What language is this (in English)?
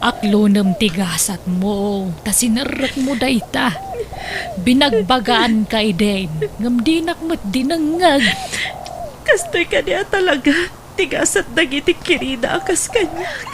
Iloko